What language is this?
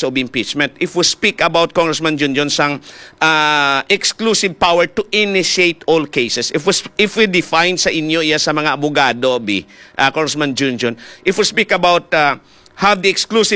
Hiligaynon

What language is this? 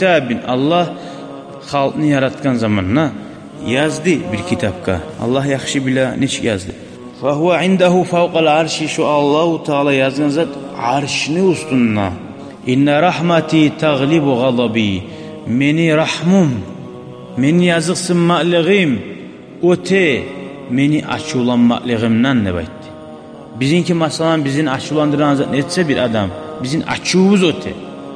Kumyk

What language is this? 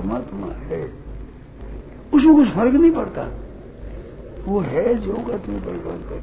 Hindi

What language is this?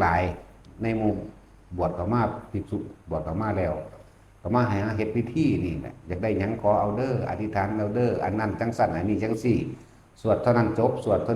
Northeastern Thai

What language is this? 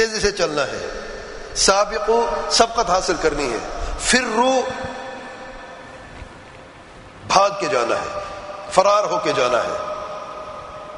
Urdu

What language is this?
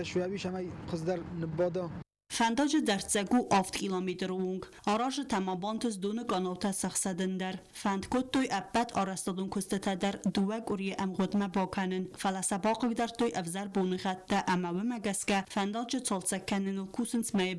Ossetic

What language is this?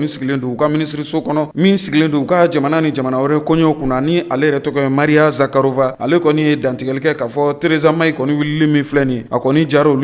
Bambara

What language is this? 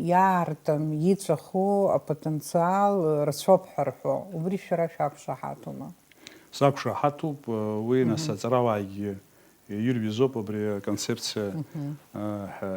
Abkhazian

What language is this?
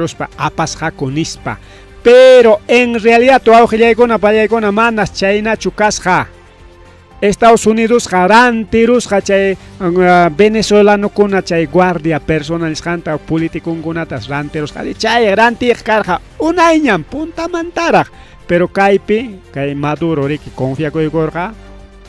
Ayacucho Quechua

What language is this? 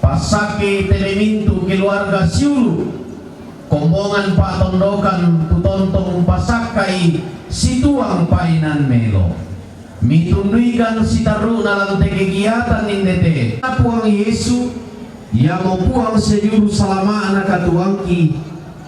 Toraja-Sa'dan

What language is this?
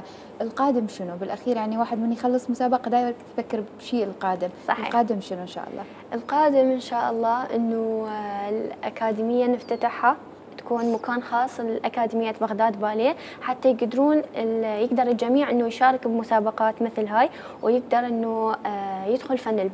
Mesopotamian Arabic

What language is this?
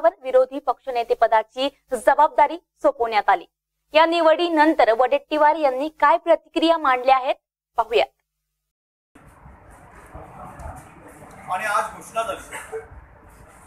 Marathi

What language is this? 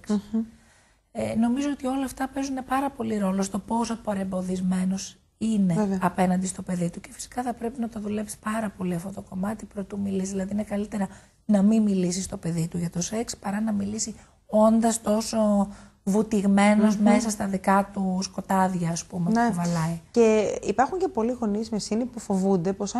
Greek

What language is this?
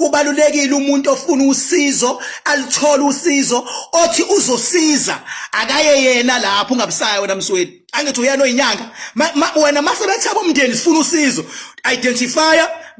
Zulu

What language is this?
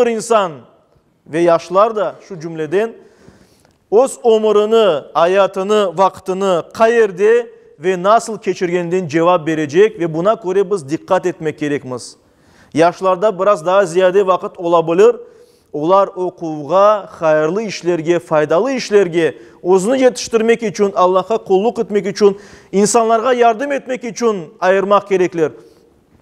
Crimean Tatar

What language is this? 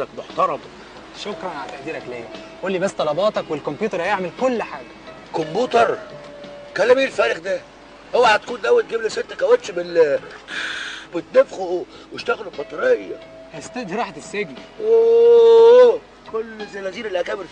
Egyptian Arabic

